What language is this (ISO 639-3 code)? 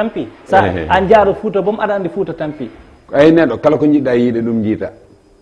ful